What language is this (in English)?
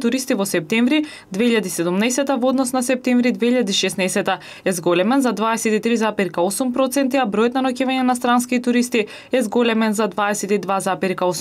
Macedonian